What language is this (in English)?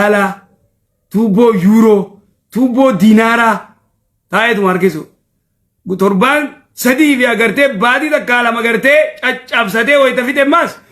Oromo